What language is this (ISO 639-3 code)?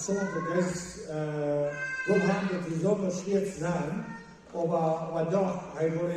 pdt